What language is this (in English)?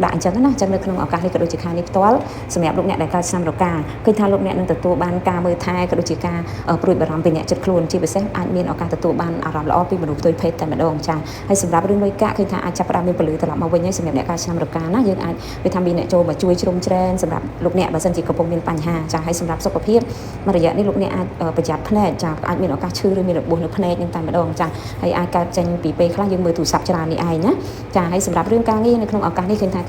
Khmer